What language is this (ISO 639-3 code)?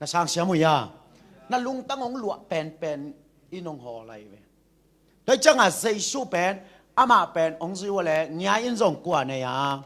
ctd